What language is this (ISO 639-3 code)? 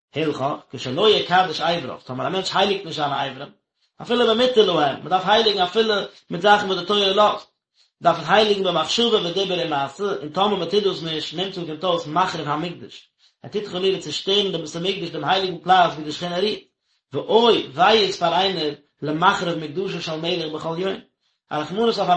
yid